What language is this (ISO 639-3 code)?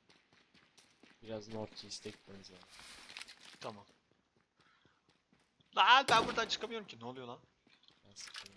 tur